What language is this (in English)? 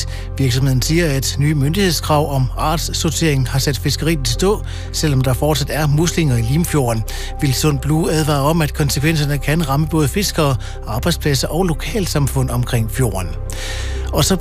Danish